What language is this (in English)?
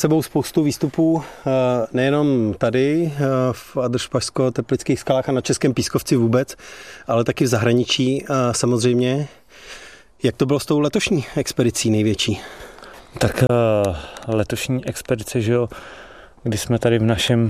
Czech